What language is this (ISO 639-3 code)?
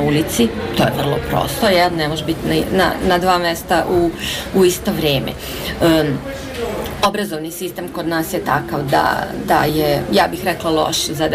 srp